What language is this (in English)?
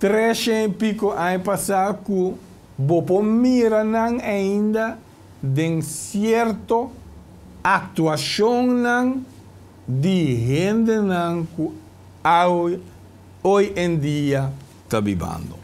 Papiamento